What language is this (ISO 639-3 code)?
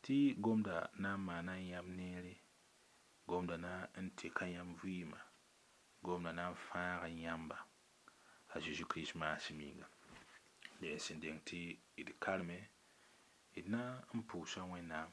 mos